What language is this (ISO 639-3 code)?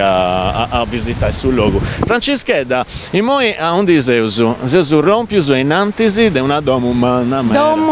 srd